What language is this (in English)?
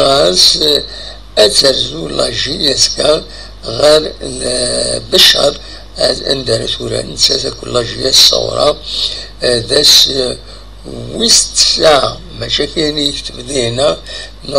Kabyle